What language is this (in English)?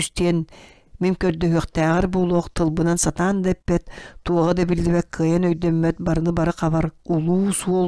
Yakut